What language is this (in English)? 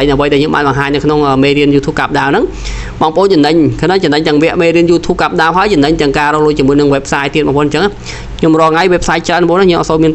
Khmer